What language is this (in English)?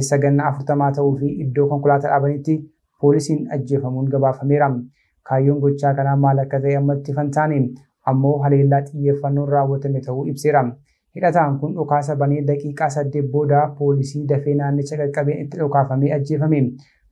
Oromo